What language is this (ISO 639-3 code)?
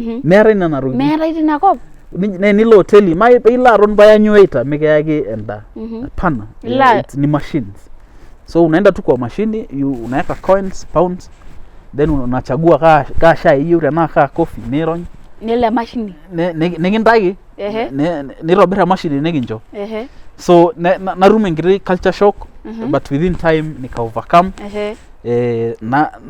mas